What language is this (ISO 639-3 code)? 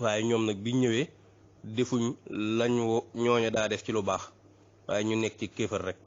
wol